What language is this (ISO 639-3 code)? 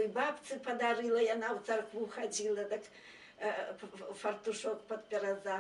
bel